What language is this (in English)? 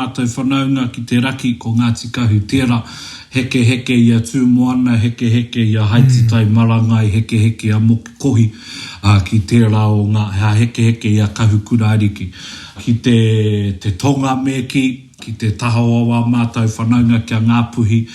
Māori